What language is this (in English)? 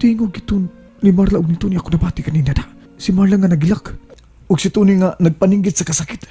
Cebuano